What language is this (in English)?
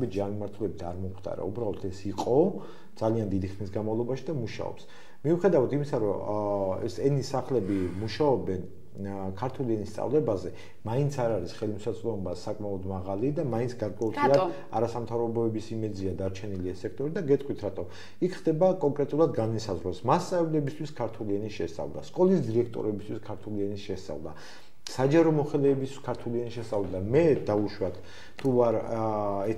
Georgian